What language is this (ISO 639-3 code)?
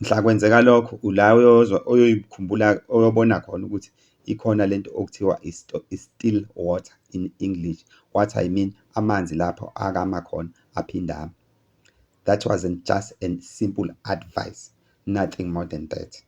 zul